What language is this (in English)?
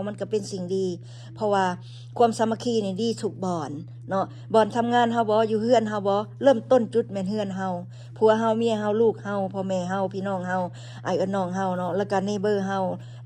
Lao